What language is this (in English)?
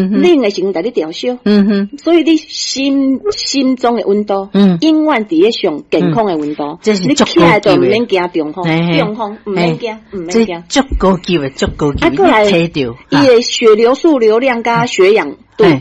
Min Nan Chinese